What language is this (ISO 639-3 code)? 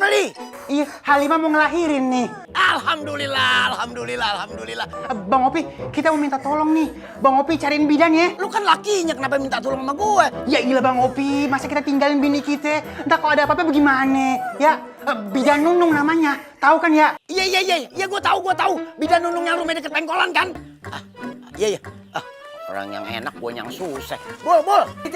bew